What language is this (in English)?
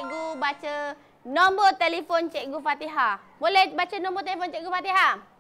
Malay